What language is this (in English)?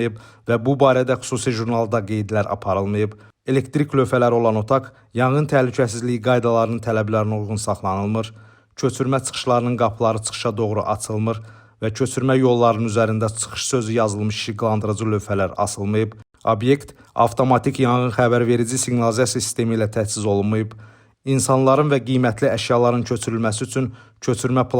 Azerbaijani